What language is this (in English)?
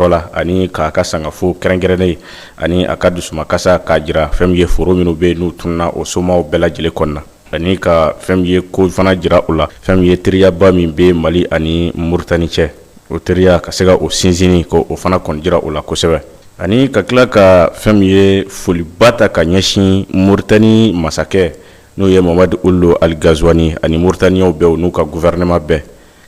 Bambara